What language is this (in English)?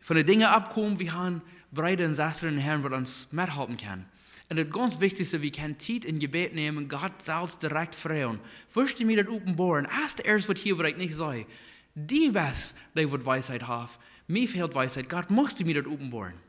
Plautdietsch